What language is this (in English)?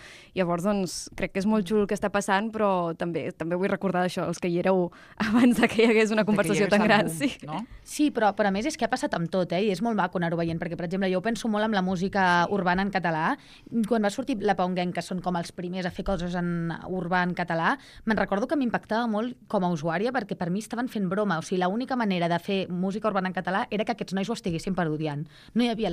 Catalan